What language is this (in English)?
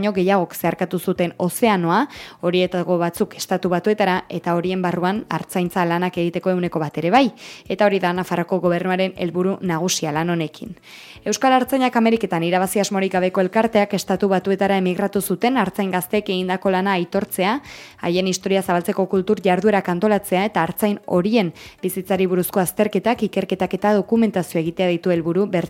Basque